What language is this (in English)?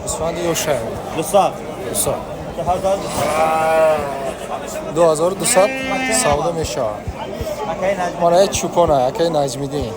Tajik